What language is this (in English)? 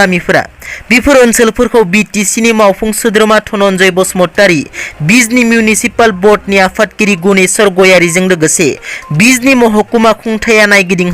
Bodo